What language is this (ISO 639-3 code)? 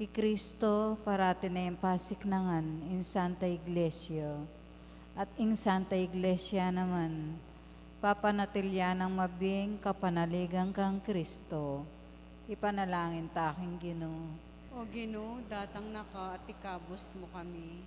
pam